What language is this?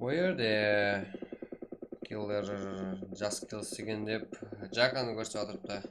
Kara-Kalpak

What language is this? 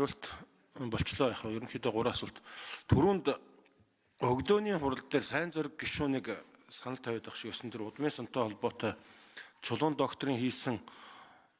Mongolian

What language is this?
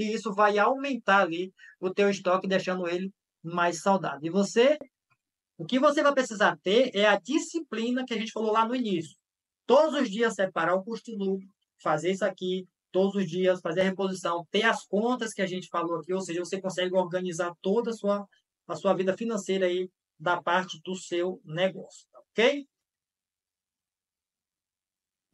Portuguese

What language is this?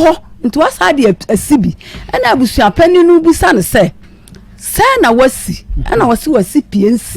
Akan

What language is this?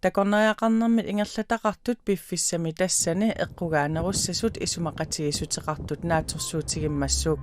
Kalaallisut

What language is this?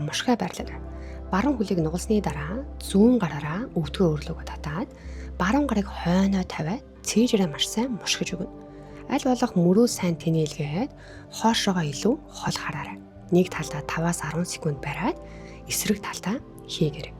Mongolian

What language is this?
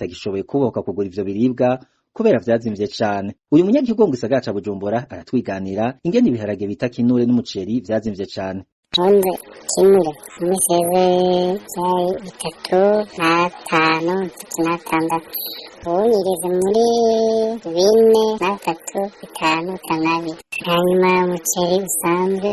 Rundi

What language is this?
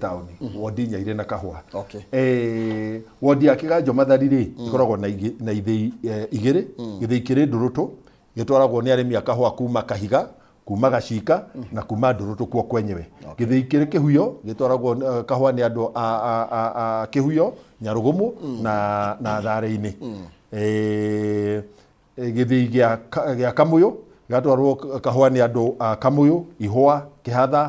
Kikuyu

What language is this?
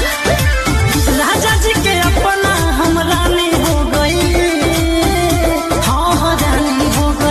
Bhojpuri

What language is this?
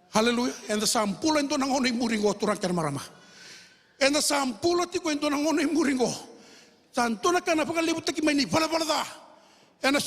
Fijian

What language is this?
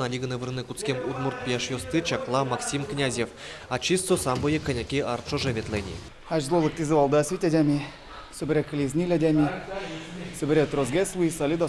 Udmurt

